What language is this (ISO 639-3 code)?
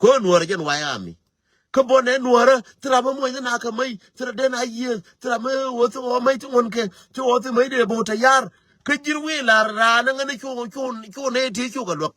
nus